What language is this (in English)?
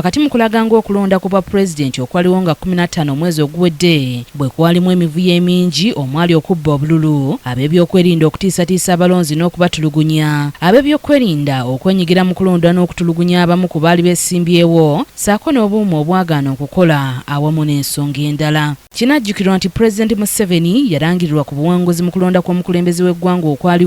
Ganda